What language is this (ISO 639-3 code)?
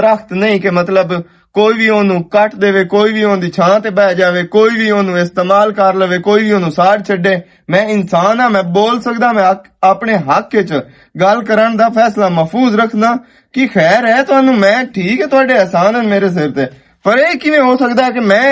lah